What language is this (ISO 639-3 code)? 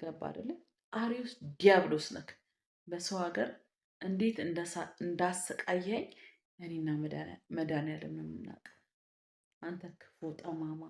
amh